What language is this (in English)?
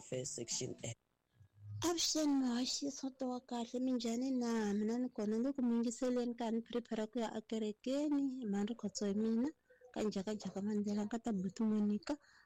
Tsonga